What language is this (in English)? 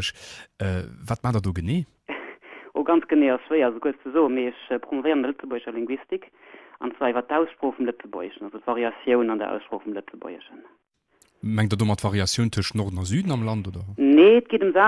Luxembourgish